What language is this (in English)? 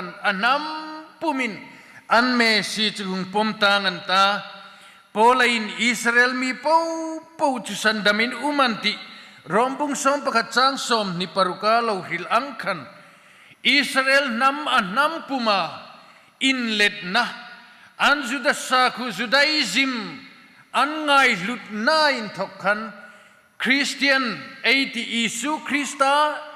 Hmar